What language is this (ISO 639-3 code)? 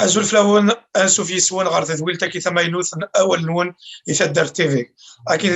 kab